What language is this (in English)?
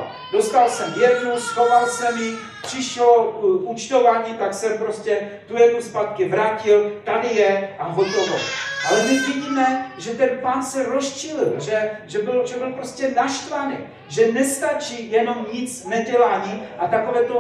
Czech